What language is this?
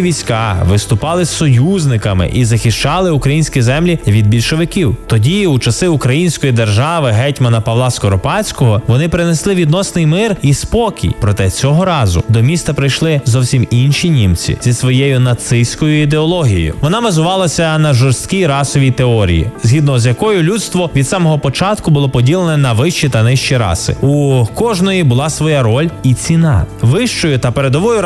Ukrainian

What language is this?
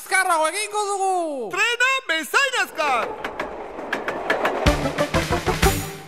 Basque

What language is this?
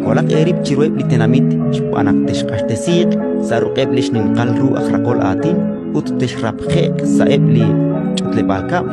Kekchí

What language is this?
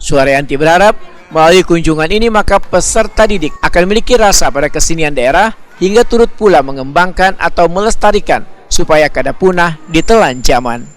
Banjar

